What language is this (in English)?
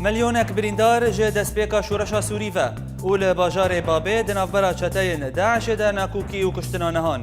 Kurdish